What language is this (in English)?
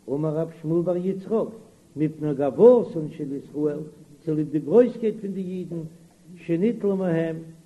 Yiddish